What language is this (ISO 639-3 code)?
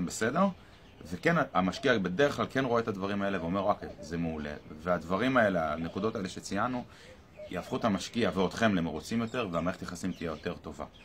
heb